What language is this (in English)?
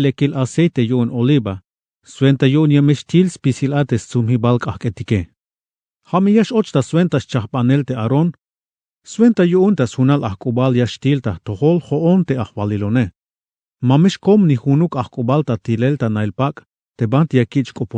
Tzeltal